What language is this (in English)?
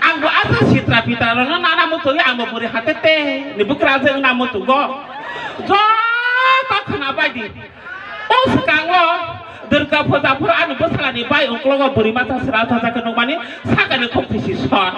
Kok Borok